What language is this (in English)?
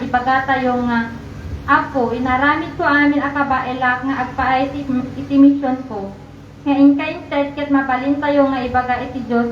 Iloko